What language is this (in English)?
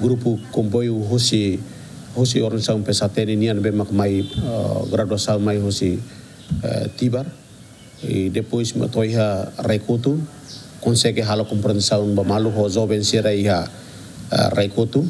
Tetum